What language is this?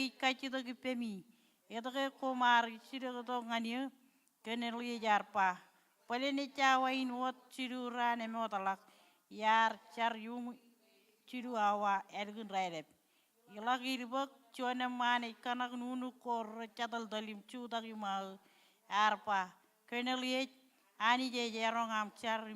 Marshallese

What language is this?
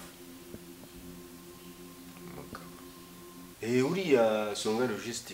Kinyarwanda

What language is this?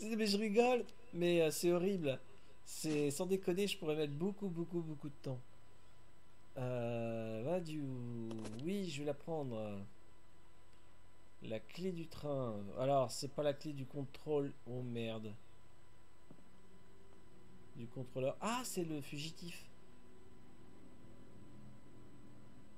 French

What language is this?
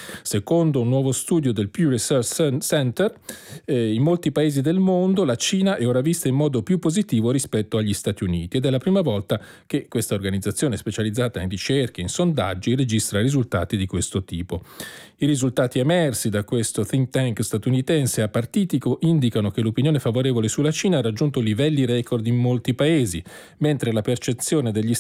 Italian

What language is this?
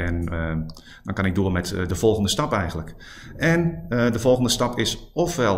Dutch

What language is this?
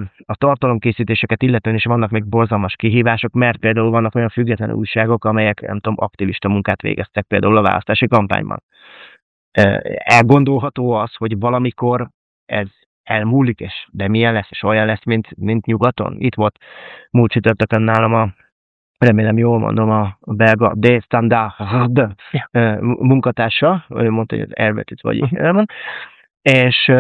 Hungarian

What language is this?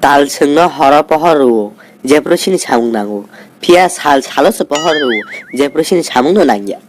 Kok Borok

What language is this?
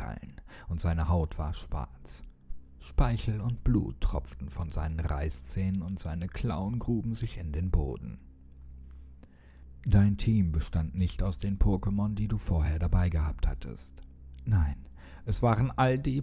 German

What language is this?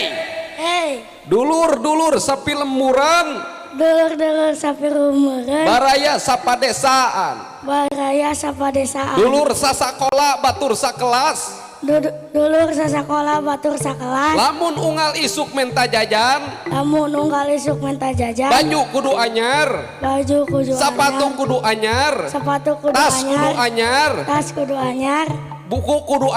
Sundanese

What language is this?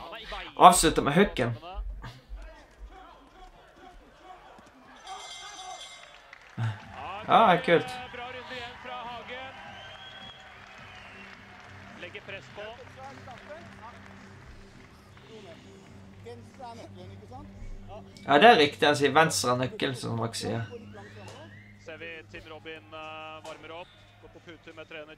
Norwegian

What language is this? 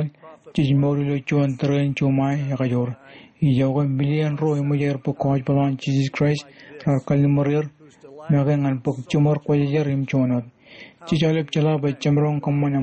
Marshallese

